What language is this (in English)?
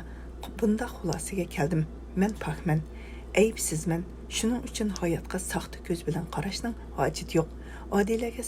Uyghur